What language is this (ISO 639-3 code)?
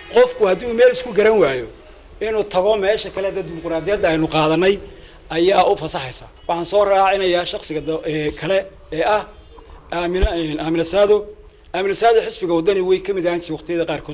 som